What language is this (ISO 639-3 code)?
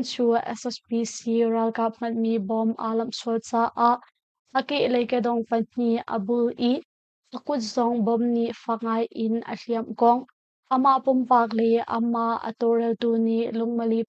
cnh